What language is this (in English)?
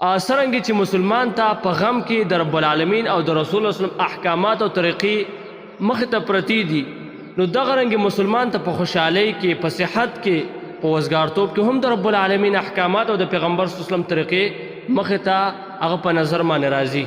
Pashto